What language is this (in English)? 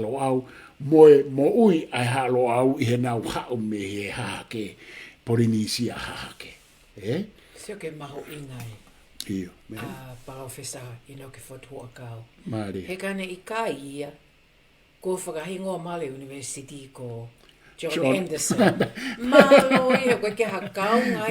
Tongan